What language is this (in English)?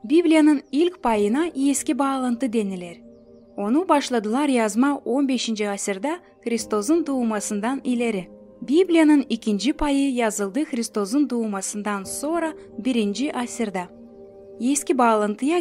Gagauz